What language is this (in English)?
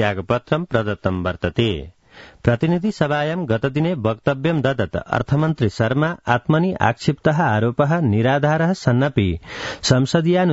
Sanskrit